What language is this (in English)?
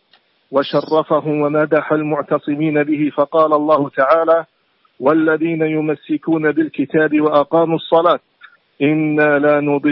Arabic